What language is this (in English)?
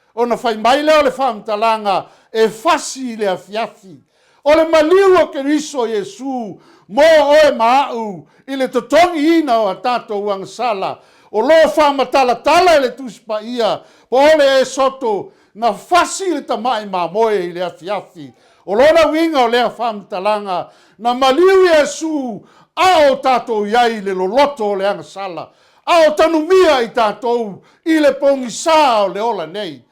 Samoan